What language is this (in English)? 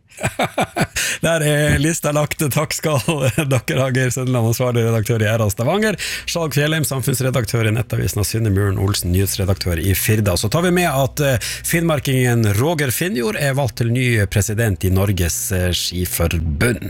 Norwegian